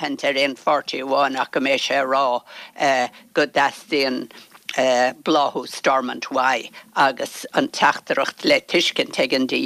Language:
Irish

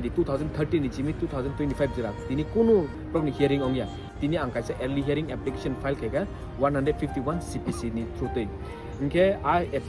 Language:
Kok Borok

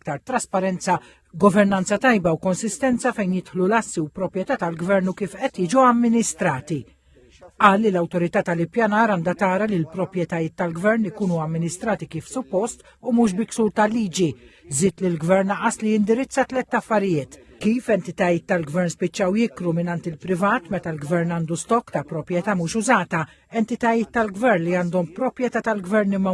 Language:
Maltese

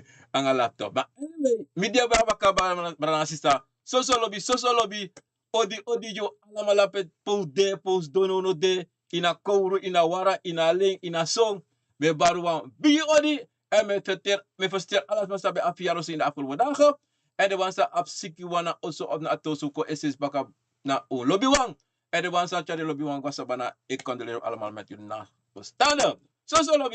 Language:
Sranan Tongo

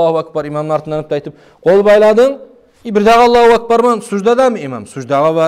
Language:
Kumyk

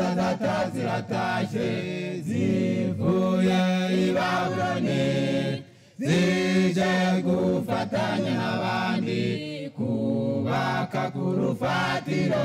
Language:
Kinyarwanda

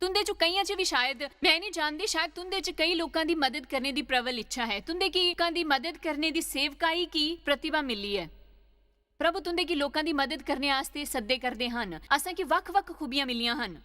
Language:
Dogri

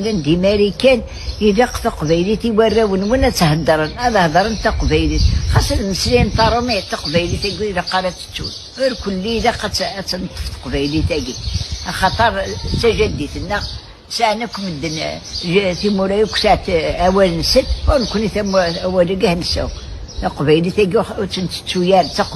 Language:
Kabyle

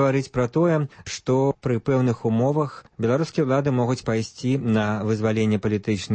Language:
Belarusian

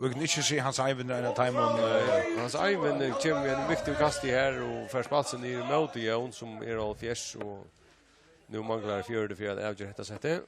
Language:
Faroese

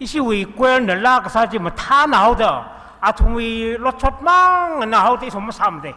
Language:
Tangkhul Naga (India)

